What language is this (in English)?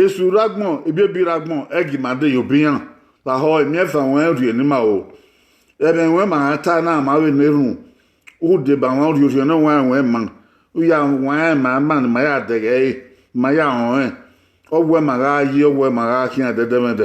Bini